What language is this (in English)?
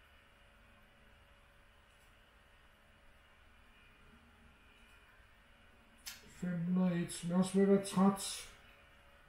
Danish